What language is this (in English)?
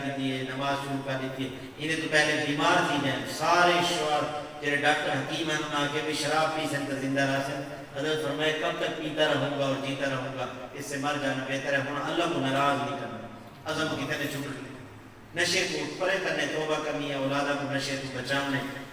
Saraiki